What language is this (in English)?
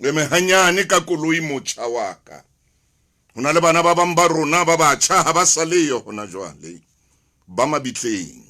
Southern Sotho